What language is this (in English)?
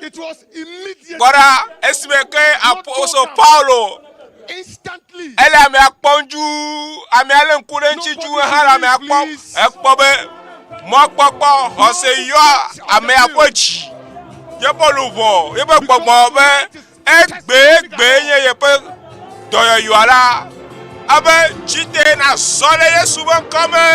Ewe